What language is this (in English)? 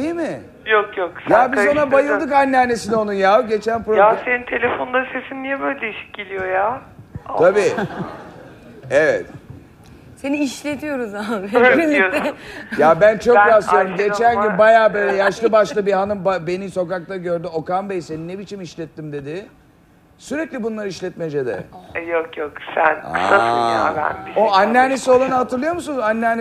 Turkish